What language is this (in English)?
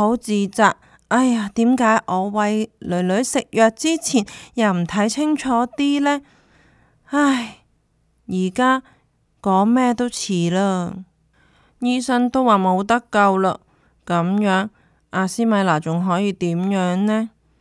Cantonese